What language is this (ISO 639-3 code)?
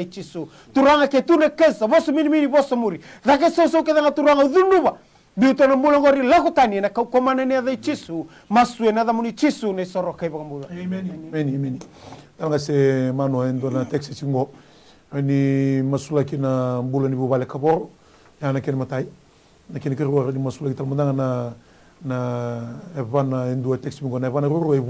fij